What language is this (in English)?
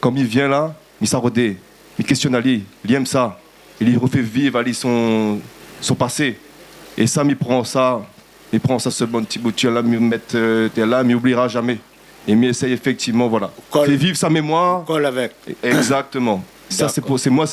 Réunion Creole French